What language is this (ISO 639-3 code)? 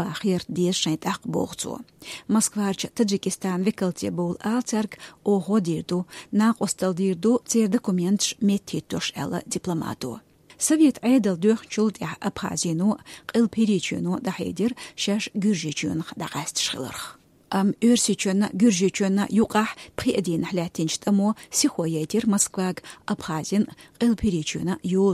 che